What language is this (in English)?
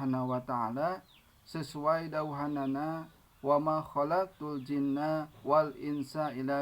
Sundanese